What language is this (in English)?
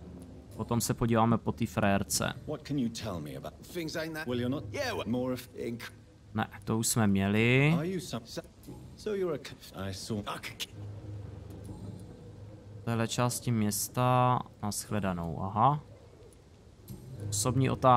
Czech